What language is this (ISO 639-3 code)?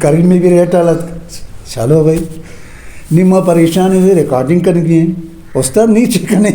bgp